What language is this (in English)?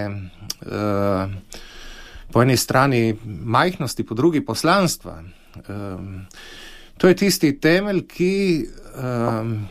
Slovenian